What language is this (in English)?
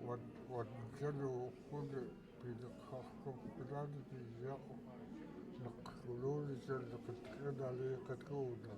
Central Yupik